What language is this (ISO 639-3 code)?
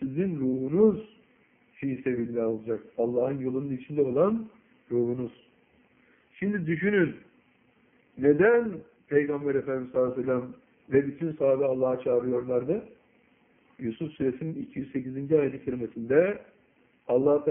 tur